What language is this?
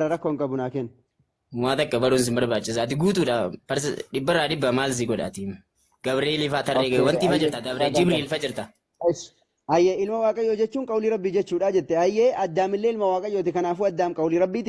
Oromo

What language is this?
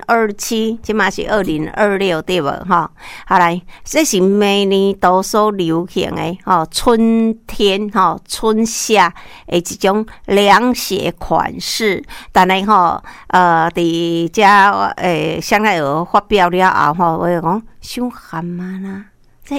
Min Nan Chinese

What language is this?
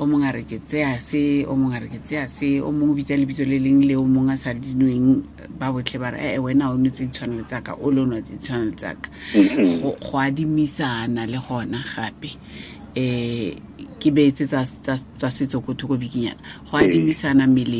Tswana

